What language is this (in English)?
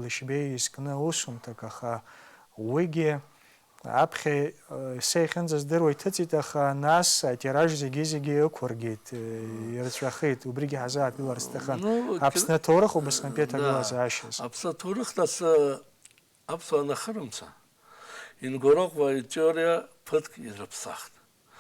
Abkhazian